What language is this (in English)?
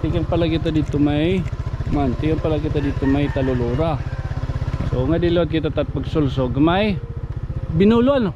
Waray